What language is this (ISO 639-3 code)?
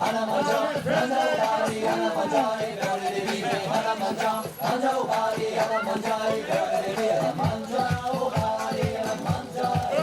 oci